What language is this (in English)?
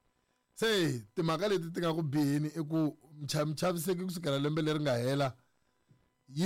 Tsonga